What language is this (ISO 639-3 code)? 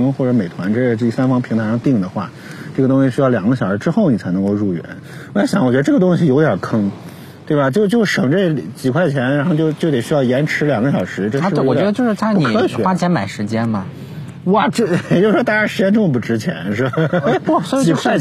zho